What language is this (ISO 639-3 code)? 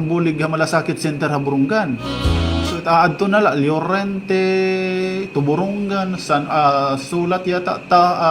war